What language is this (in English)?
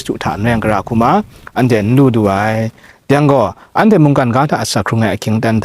Kachin